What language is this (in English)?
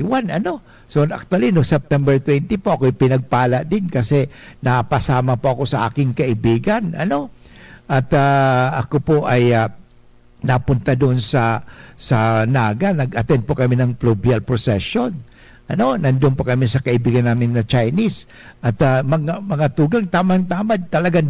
Bikol